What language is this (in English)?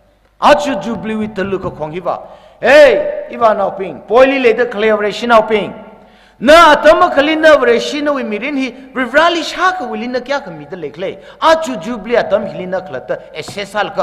Tangkhul Naga (India)